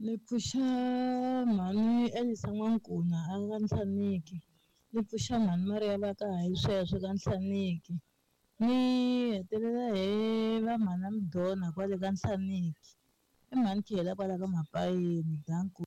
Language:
Tsonga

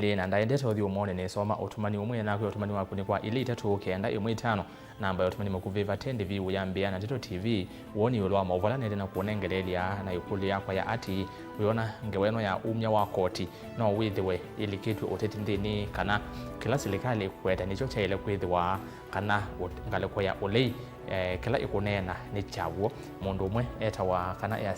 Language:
Kamba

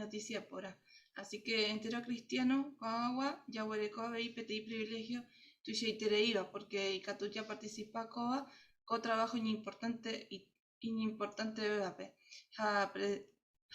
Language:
Guarani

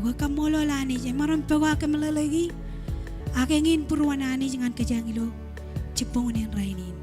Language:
Marshallese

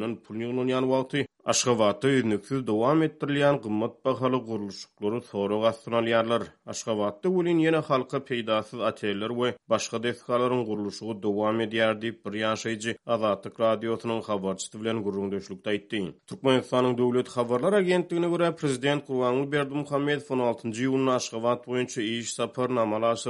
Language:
Turkmen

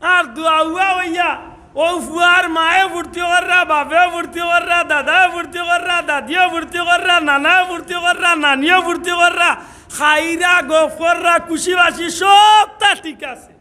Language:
Sylheti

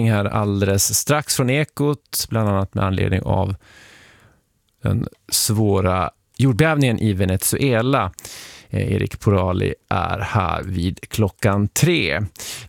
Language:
Swedish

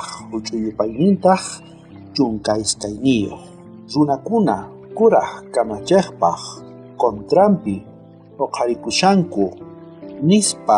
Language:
South Bolivian Quechua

